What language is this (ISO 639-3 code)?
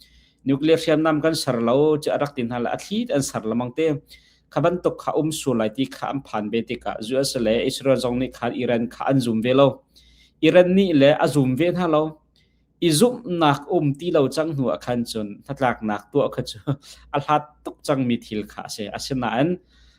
cnh